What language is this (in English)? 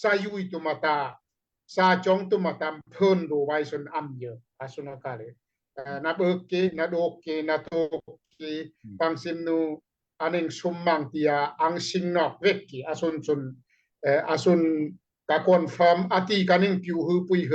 Daai Chin